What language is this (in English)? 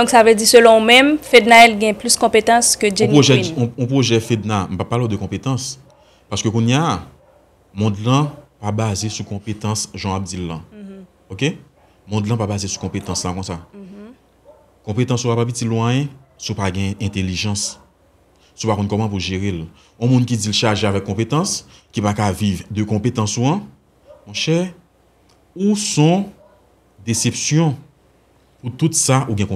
Haitian Creole